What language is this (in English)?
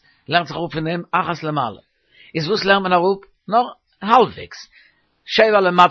Yiddish